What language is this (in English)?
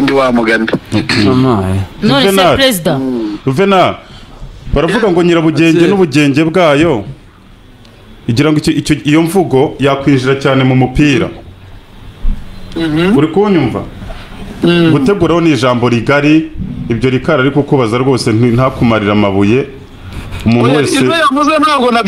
Kinyarwanda